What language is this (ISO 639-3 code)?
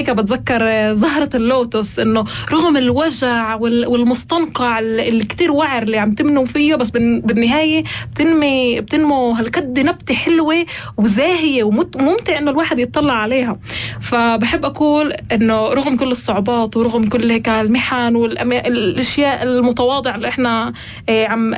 apc